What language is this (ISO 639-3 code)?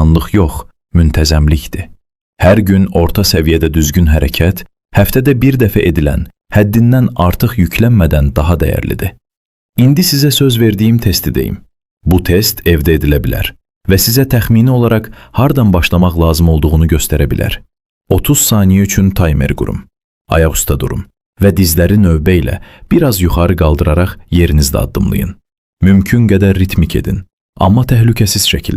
aze